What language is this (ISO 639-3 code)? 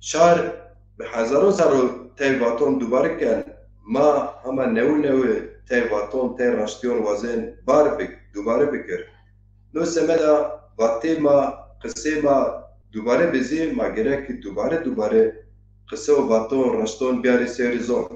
zza